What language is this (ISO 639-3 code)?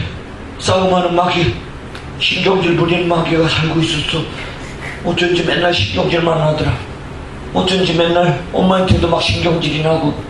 kor